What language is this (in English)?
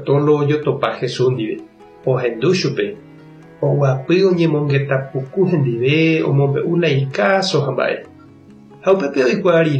Guarani